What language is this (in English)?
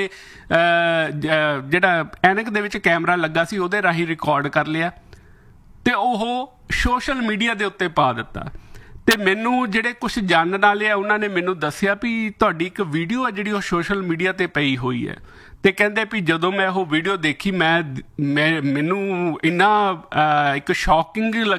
Punjabi